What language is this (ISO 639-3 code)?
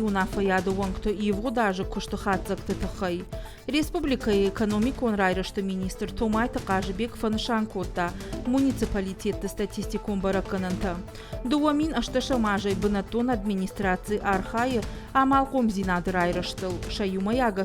oss